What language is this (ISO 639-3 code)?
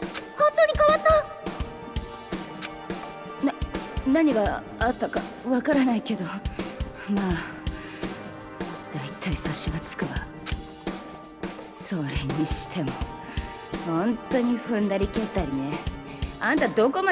jpn